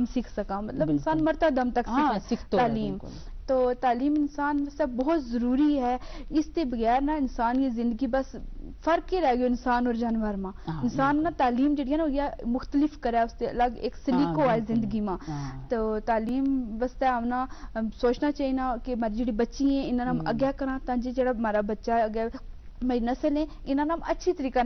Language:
Gujari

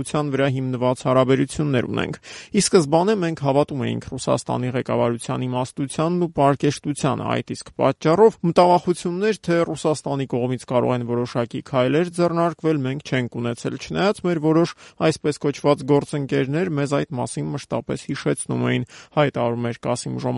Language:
Armenian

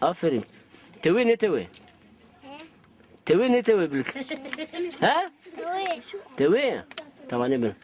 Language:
Zaza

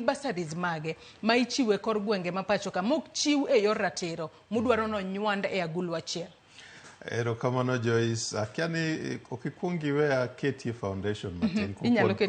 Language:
Luo (Kenya and Tanzania)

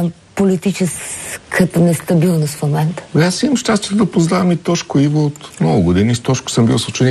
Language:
Bulgarian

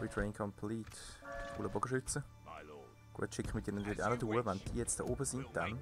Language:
Swiss German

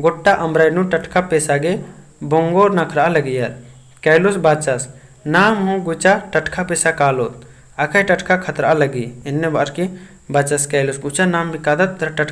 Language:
Kurukh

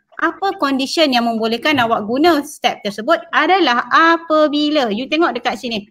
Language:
Malay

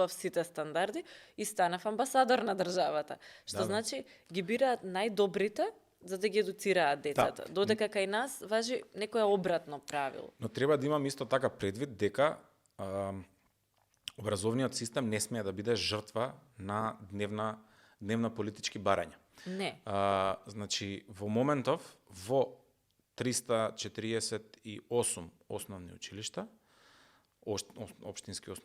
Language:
Macedonian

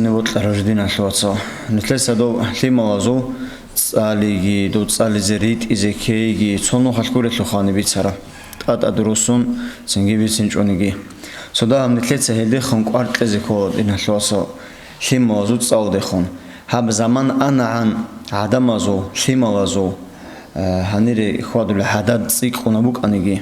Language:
Avaric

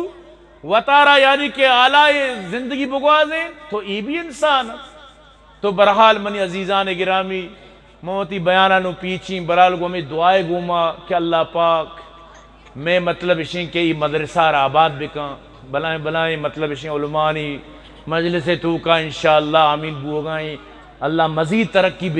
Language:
Eastern Balochi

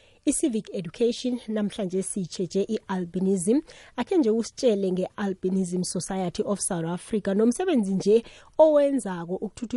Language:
South Ndebele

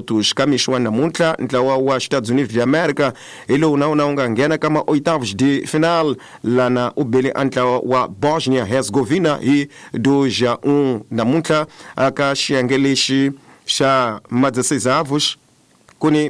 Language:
Tsonga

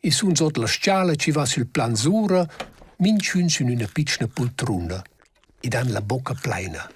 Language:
Romansh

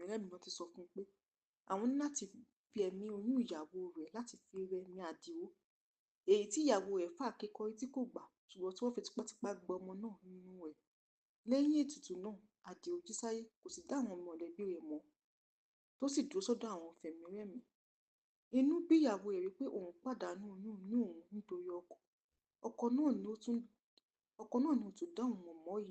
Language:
Yoruba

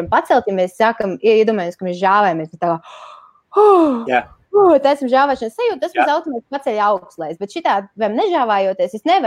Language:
Latvian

